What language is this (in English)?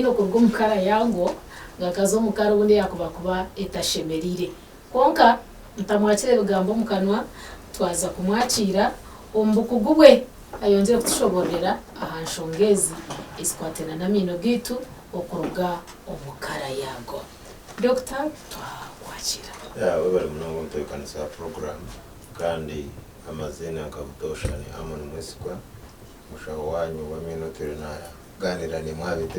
Nyankole